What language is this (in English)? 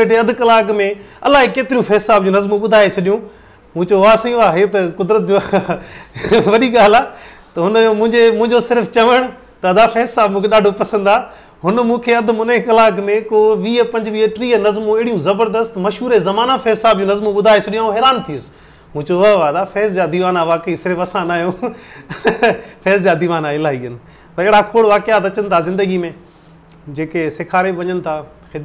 Sindhi